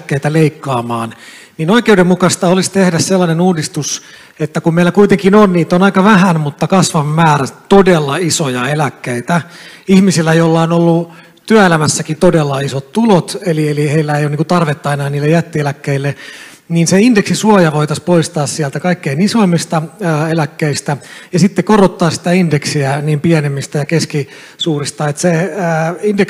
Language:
Finnish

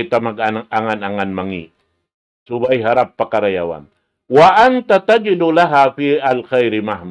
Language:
Tausug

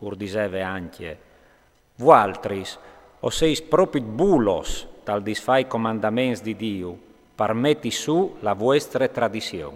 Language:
Friulian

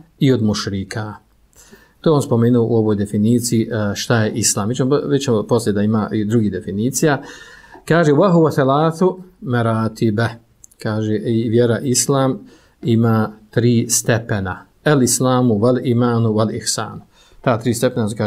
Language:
Bosnian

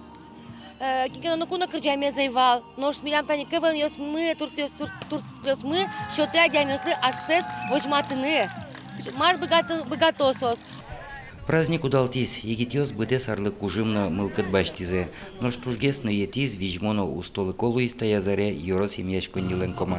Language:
Udmurt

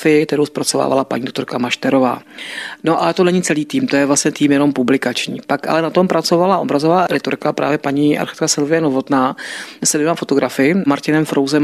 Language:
Czech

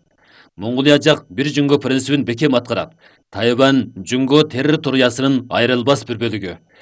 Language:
Kyrgyz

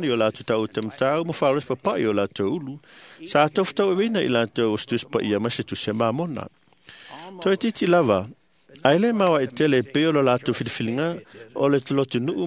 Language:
Samoan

